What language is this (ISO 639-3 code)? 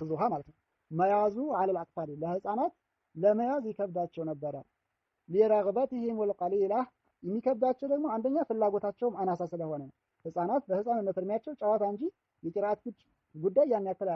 amh